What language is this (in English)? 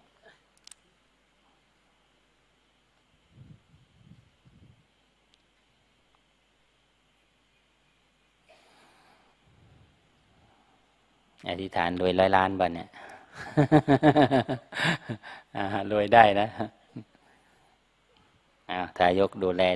Thai